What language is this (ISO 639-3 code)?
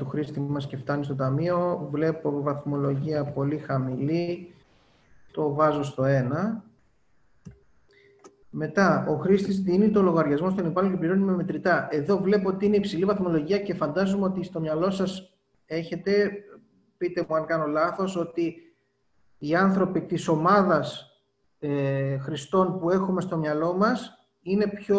ell